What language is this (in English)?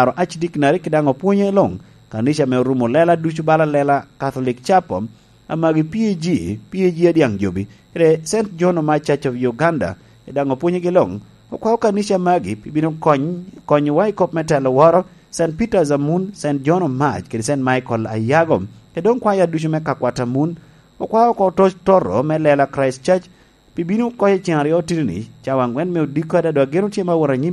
Lango (Uganda)